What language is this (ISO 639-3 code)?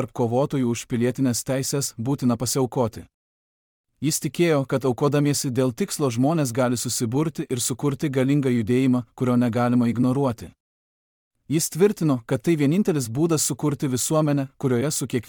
lit